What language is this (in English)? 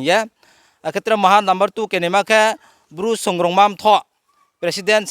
Riang (India)